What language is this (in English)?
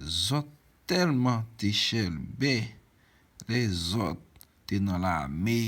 Haitian Creole